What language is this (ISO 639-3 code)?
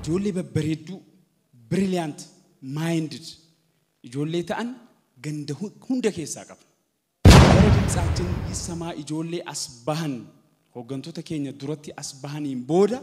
orm